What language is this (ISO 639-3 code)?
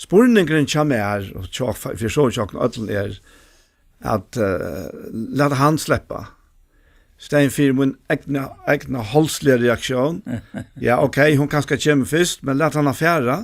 fao